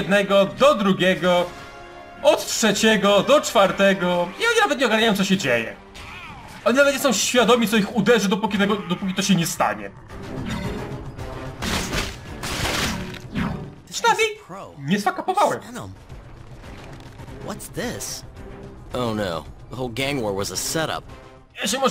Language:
Polish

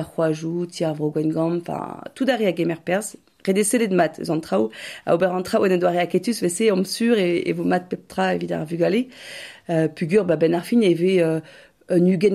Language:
Breton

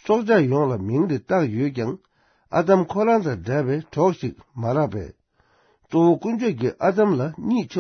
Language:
Tibetan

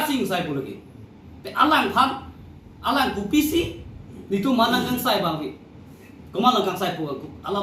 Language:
Karbi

